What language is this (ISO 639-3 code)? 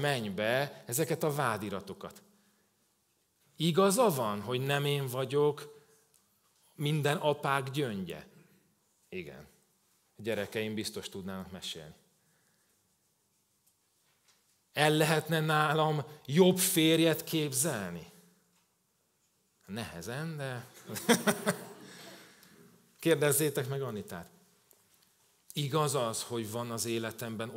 hun